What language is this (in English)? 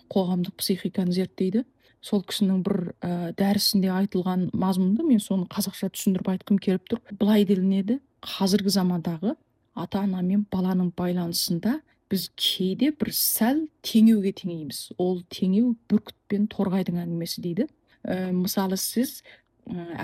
Kazakh